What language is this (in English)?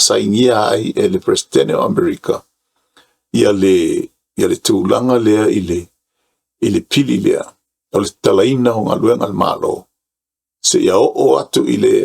Samoan